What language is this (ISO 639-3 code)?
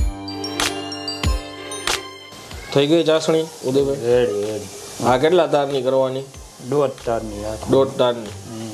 guj